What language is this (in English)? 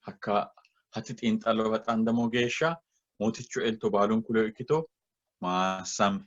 Sidamo